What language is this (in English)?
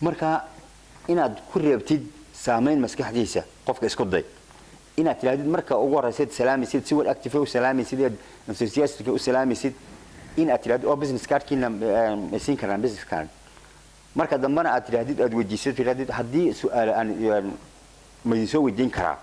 Somali